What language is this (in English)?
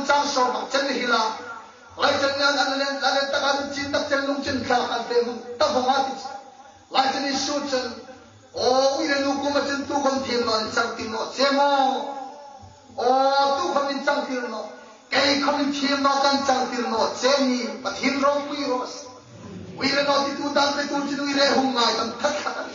Hmar